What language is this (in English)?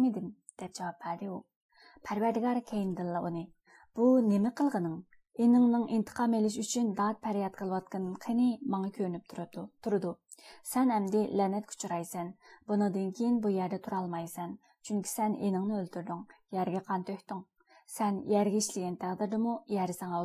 Uyghur